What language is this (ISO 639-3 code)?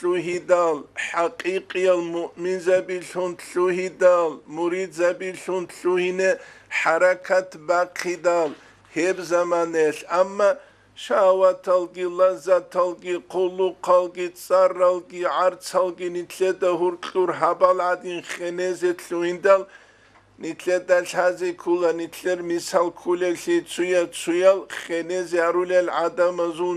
ava